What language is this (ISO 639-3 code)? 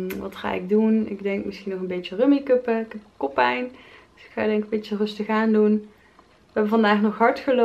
nld